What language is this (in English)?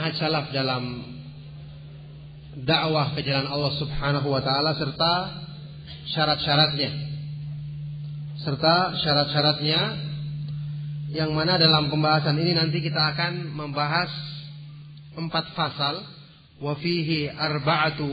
Indonesian